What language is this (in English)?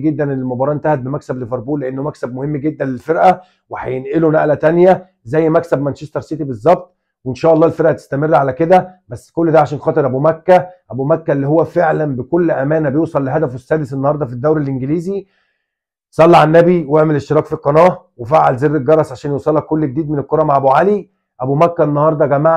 Egyptian Arabic